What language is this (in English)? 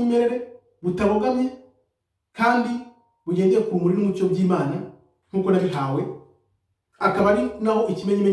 Kinyarwanda